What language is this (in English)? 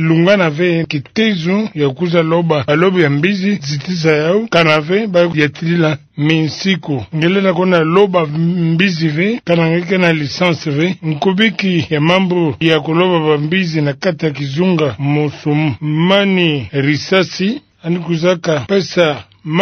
Kituba (Democratic Republic of Congo)